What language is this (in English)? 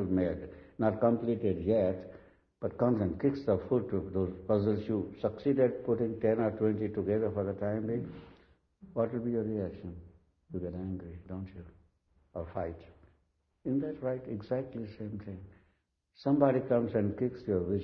English